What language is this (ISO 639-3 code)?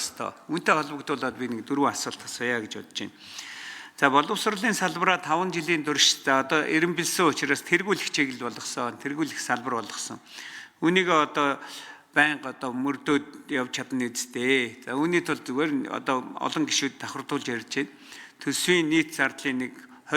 mon